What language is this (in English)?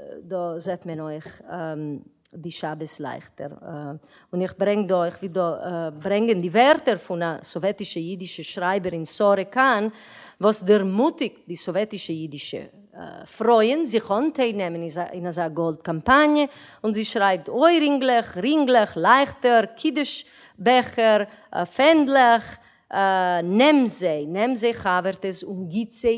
Yiddish